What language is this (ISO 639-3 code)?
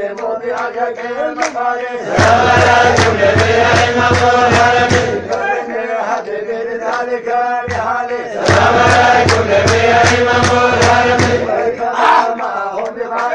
ara